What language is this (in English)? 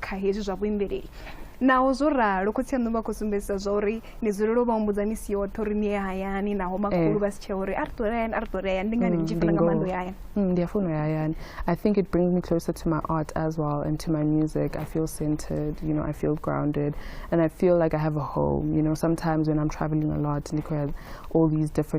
Venda